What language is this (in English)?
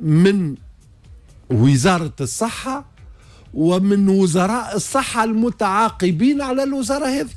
Tunisian Arabic